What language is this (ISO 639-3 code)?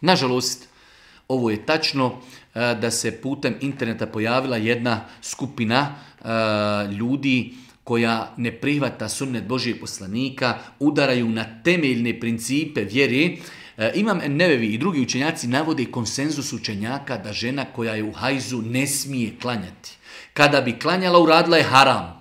bos